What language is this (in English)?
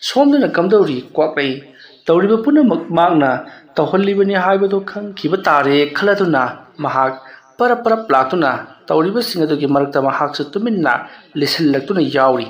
Manipuri